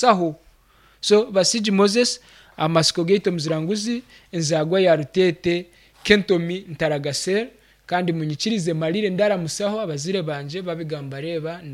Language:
Nyankole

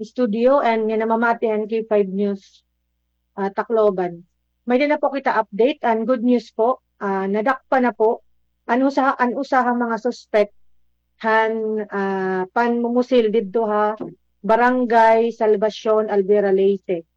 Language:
Waray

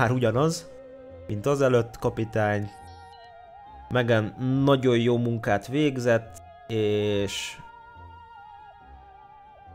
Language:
Hungarian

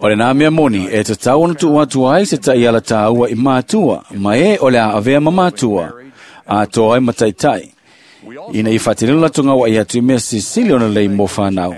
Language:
Samoan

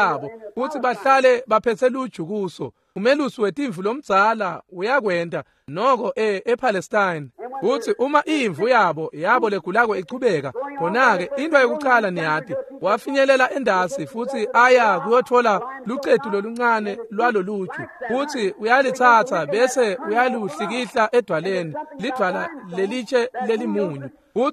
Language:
Swati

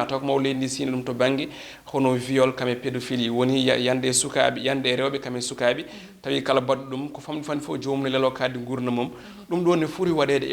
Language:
Fula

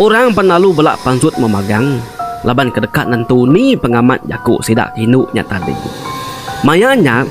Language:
Iban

